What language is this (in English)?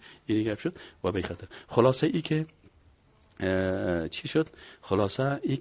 Persian